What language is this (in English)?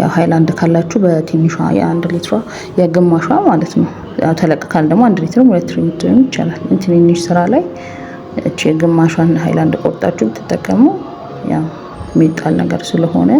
Amharic